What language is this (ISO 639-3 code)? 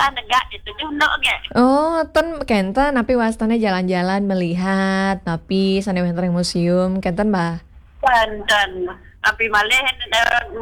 ban